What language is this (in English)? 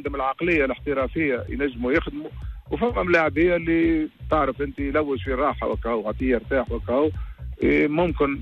Tunisian Arabic